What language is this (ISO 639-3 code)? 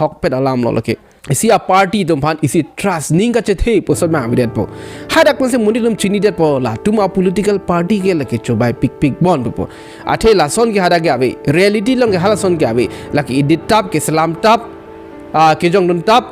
mjw